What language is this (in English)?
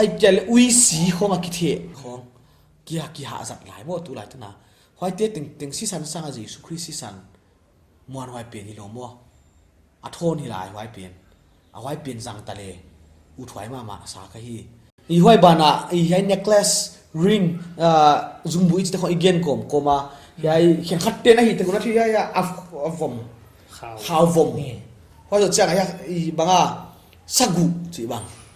Paite Chin